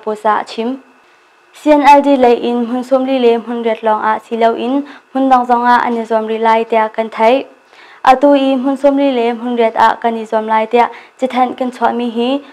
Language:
Hakha Chin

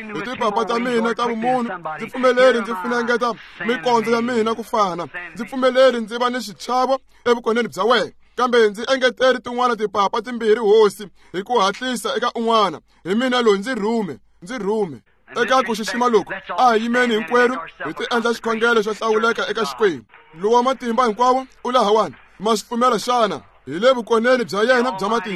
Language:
Tsonga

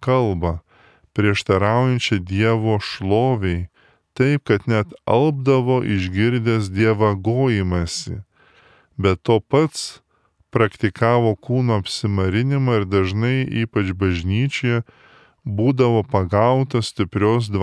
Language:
Lithuanian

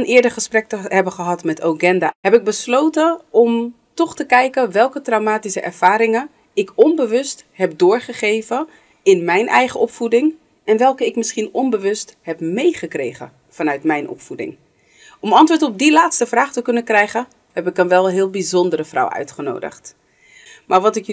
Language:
Dutch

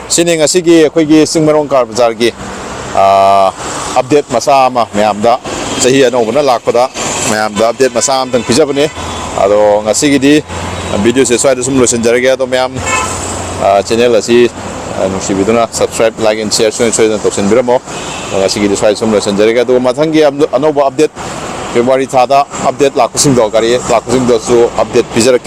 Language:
Manipuri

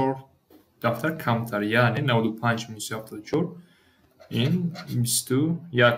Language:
Tajik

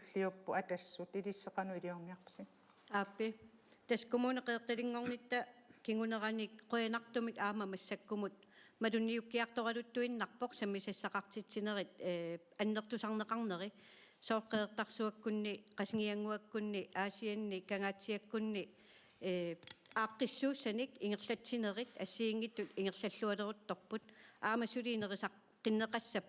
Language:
Kalaallisut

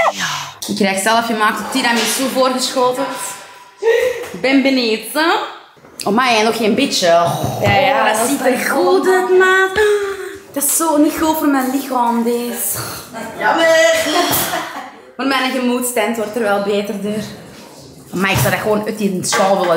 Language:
Dutch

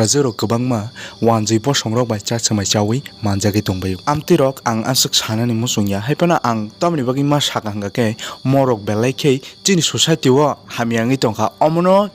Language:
Kok Borok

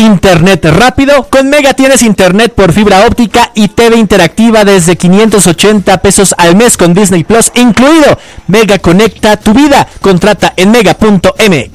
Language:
Spanish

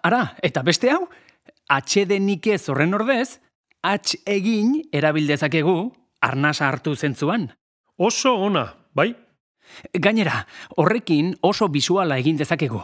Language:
Basque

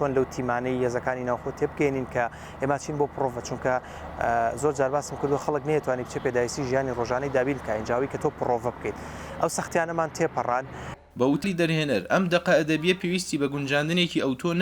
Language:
Central Kurdish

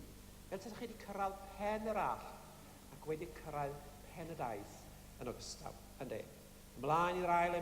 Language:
Welsh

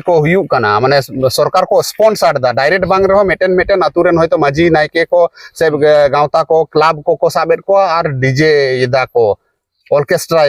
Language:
Santali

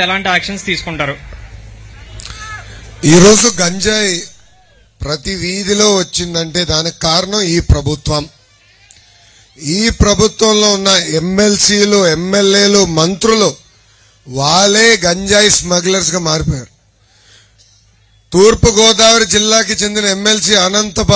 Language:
Telugu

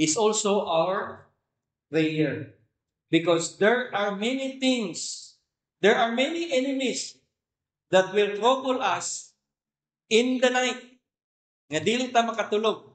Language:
Cebuano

